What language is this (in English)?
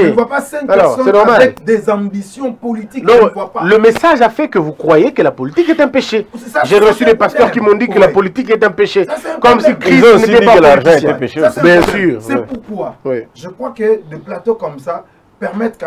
French